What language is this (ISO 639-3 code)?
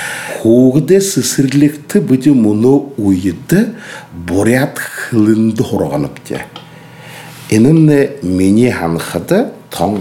bua